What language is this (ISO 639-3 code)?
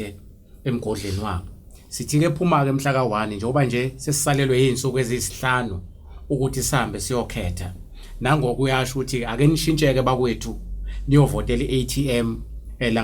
zul